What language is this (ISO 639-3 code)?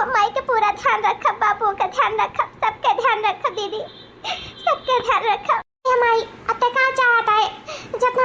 awa